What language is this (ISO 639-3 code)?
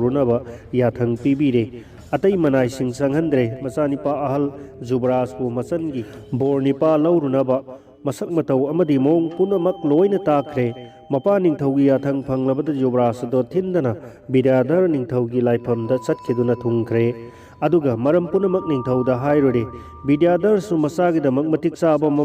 mni